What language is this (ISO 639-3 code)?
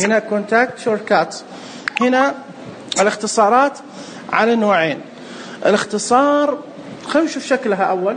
ars